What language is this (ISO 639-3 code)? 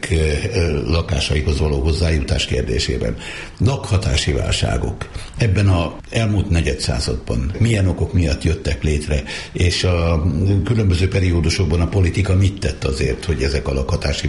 hun